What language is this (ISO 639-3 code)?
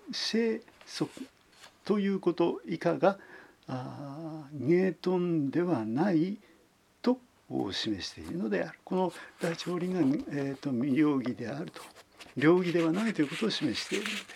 jpn